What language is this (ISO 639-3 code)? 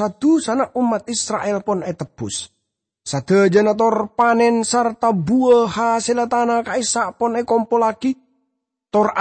mad